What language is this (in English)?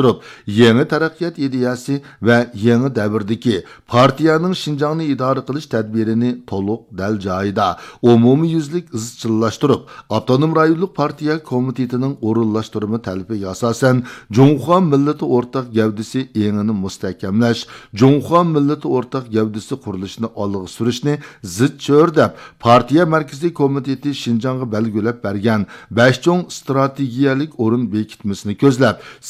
Uyghur